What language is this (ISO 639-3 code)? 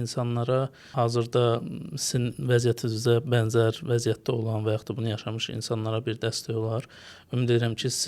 aze